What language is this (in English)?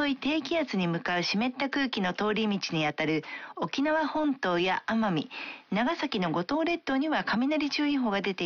Japanese